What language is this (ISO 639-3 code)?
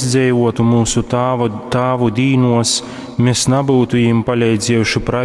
ltg